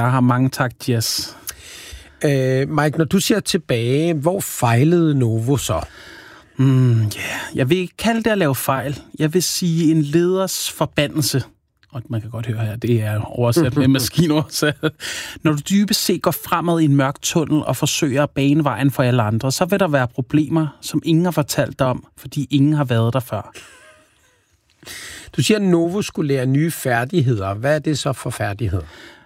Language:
Danish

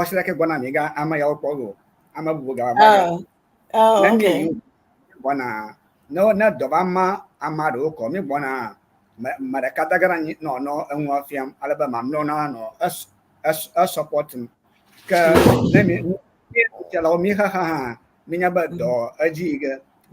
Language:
Ewe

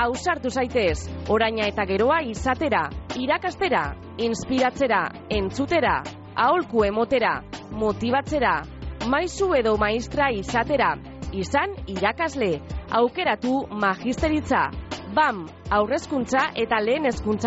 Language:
Basque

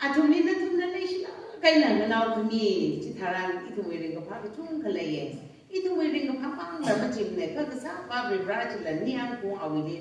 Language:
Tangkhul Naga (India)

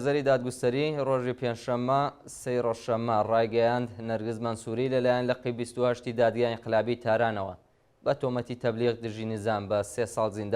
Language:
Central Kurdish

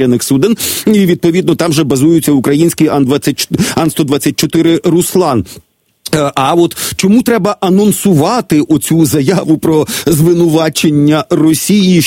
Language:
Ukrainian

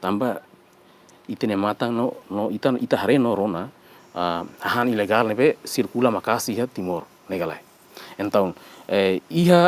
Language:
Tetum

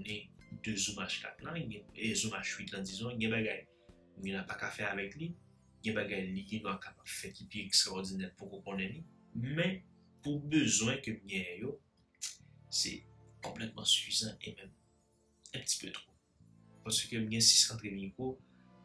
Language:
Haitian Creole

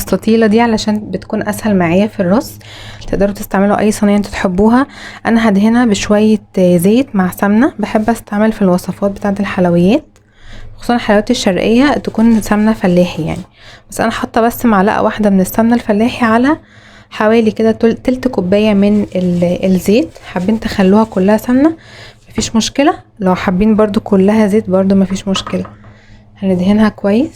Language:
Egyptian Arabic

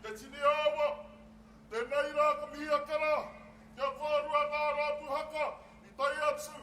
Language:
Māori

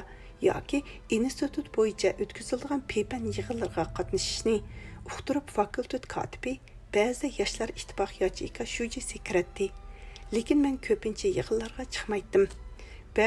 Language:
Uyghur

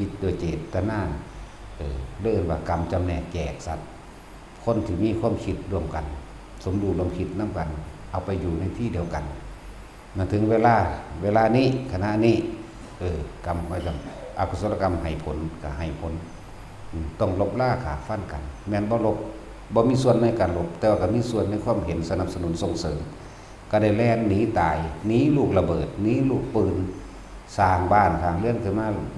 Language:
Northeastern Thai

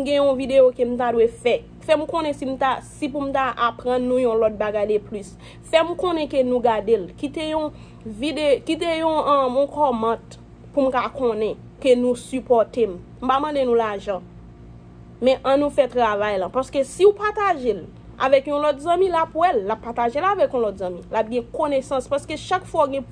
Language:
Haitian Creole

